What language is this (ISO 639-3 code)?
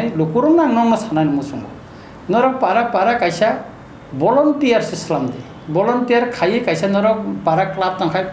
trp